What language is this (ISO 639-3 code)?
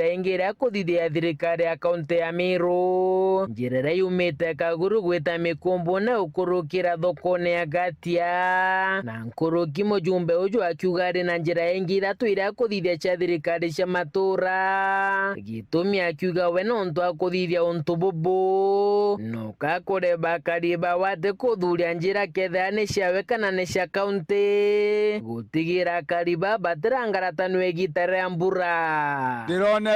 mer